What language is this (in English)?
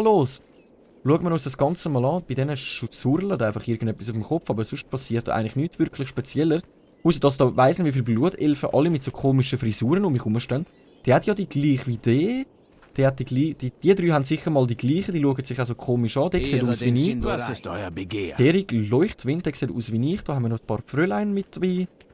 Swiss German